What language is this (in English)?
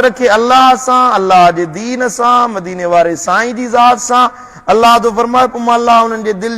Sindhi